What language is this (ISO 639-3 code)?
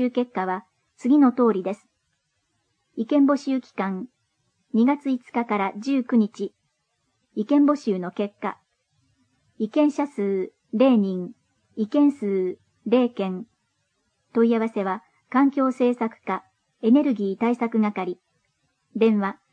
jpn